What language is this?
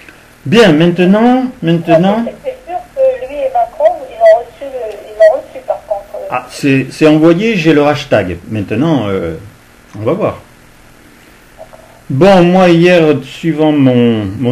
French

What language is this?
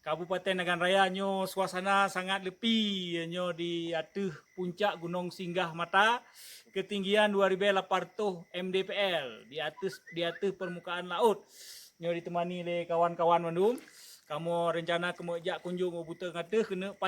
Achinese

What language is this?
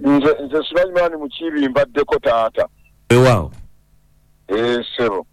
Ganda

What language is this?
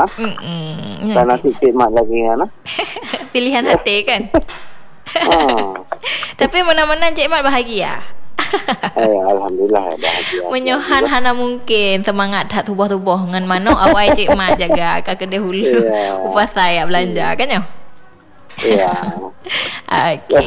Malay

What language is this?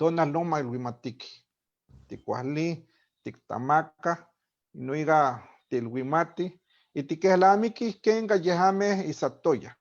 Eastern Huasteca Nahuatl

